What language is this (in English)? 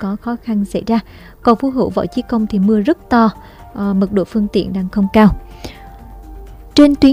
Vietnamese